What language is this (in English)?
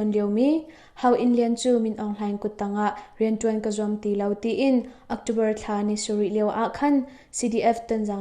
Hakha Chin